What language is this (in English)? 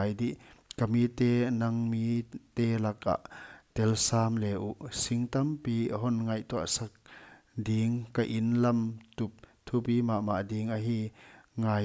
Paite Chin